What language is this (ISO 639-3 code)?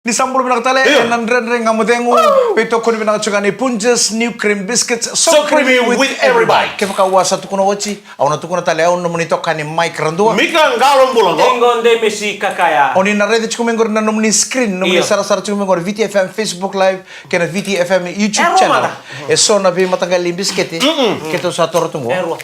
fij